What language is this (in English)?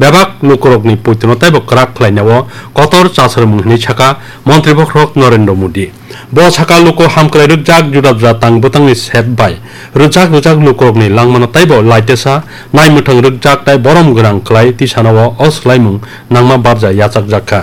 Kok Borok